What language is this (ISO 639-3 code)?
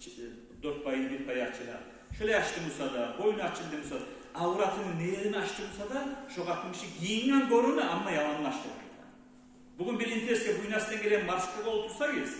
kum